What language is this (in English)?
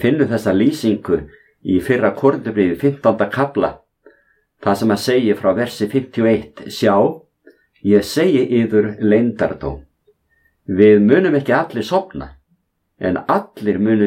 Icelandic